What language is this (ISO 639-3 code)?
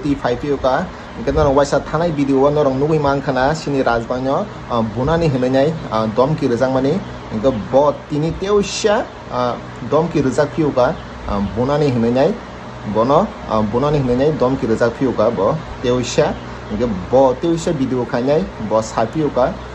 trp